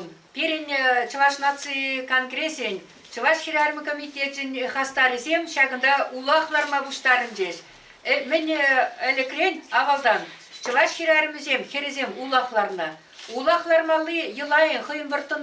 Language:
Chuvash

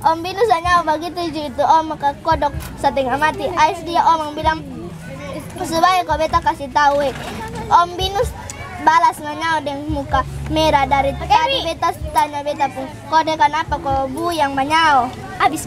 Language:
Kupang Malay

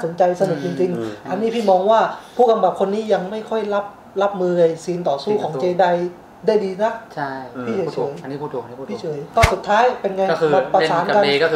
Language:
Thai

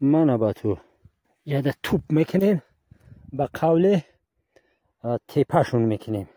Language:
Tajik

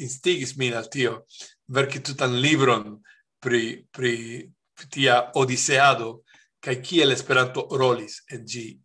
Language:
Esperanto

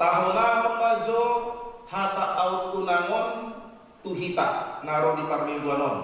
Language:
Batak Toba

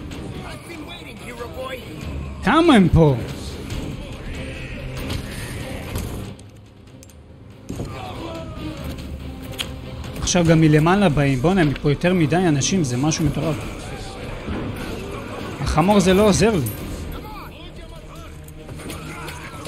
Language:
Hebrew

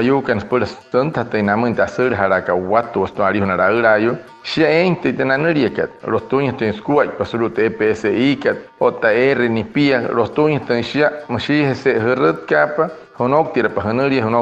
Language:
Wayuu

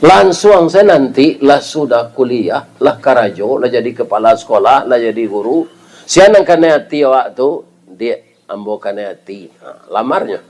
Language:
Minangkabau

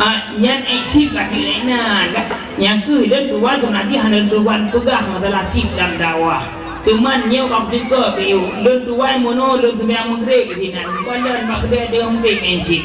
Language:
Achinese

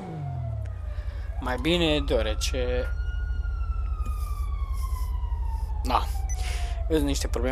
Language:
Romanian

